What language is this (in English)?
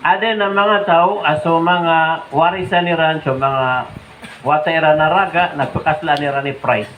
Maranao